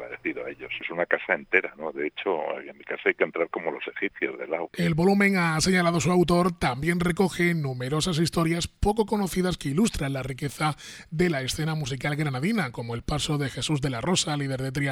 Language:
Spanish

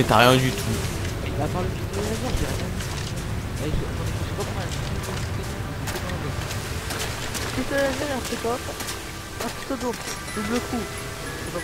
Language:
French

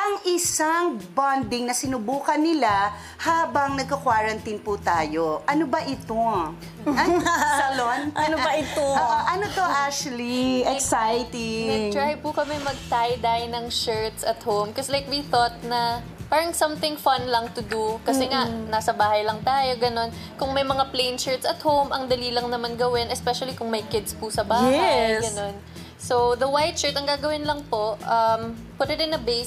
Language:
Filipino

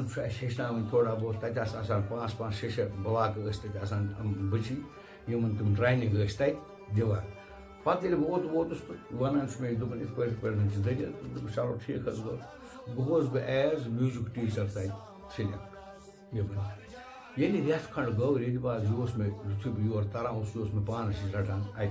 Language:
Kashmiri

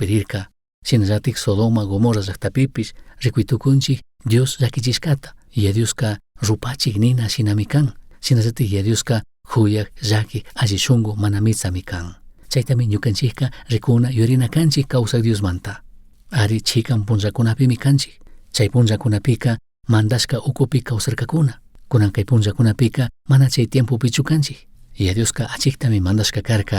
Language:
Chimborazo Highland Quichua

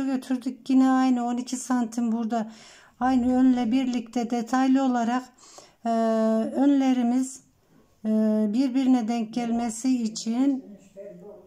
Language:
Turkish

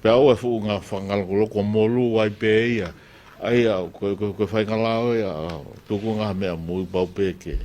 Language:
Tongan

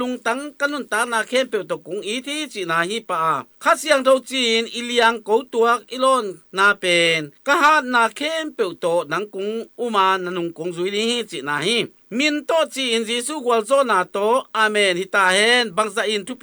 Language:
Tedim Chin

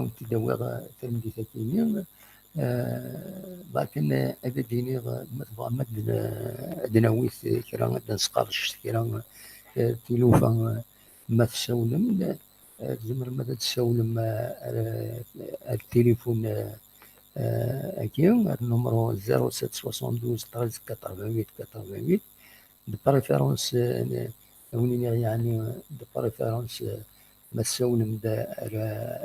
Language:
Kabyle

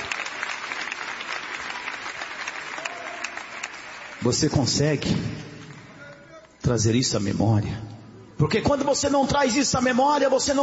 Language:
Portuguese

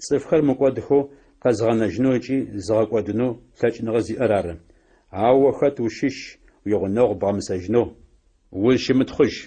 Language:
Adyghe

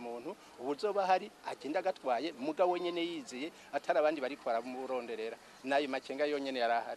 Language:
Rundi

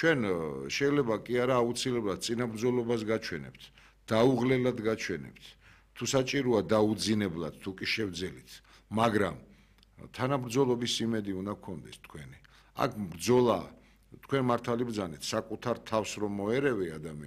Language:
Georgian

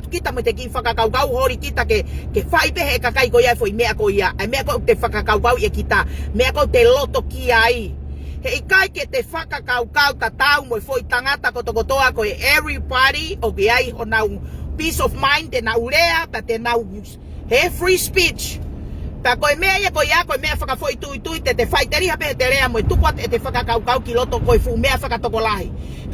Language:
Tongan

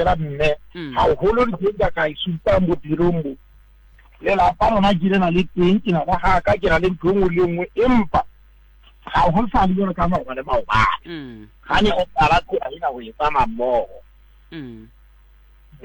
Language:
Southern Sotho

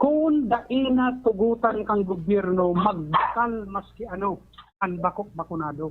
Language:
Bikol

